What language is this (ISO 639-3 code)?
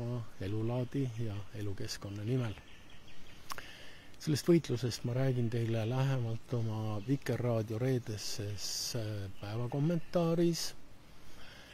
est